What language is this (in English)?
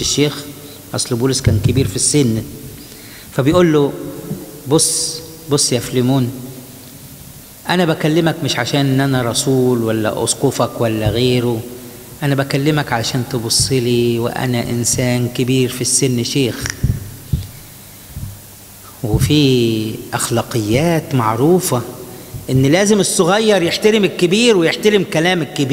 Egyptian Arabic